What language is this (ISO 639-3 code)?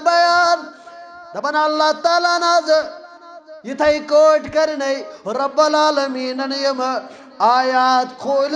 kas